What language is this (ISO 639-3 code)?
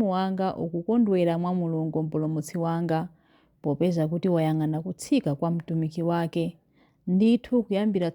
nya